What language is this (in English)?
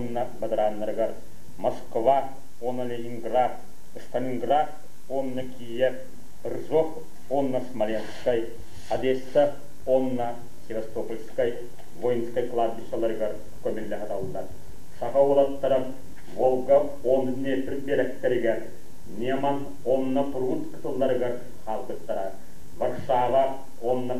Yakut